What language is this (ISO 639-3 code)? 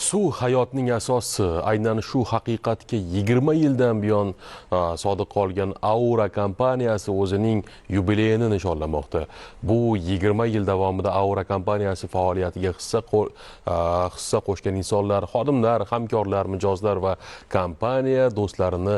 uzb